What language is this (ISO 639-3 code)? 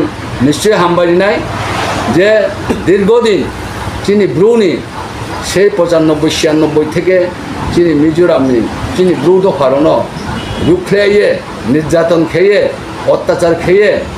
ria